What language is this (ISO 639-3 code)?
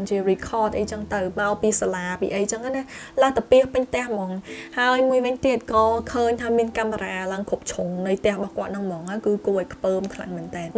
khm